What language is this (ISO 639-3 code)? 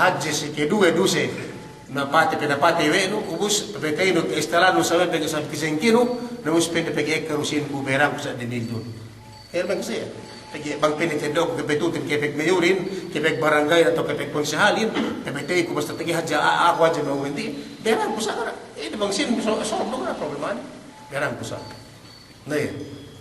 yka